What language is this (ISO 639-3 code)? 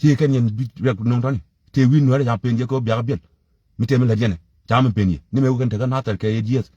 nus